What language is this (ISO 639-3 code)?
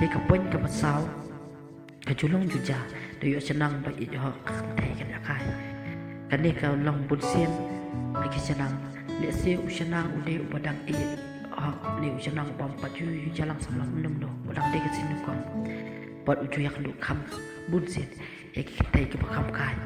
kha